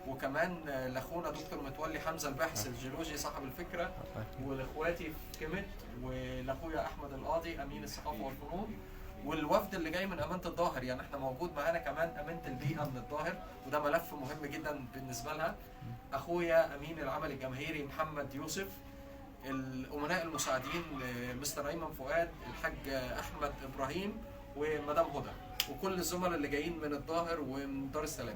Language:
Egyptian Arabic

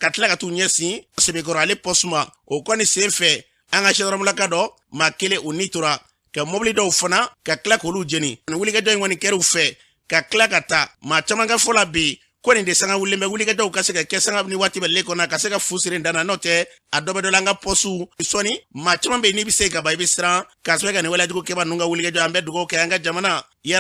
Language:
Bambara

